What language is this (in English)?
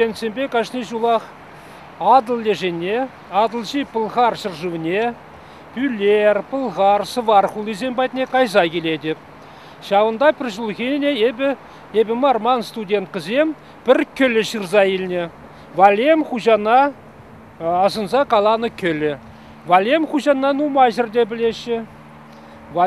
Chuvash